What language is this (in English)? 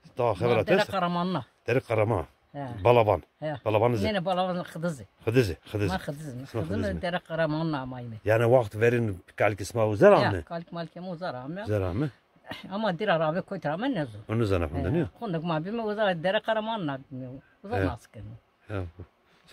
Zaza